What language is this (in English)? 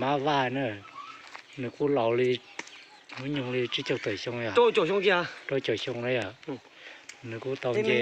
Hmong